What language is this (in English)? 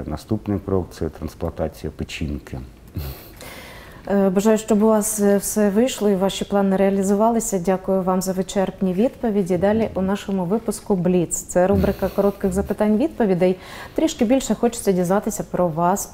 Ukrainian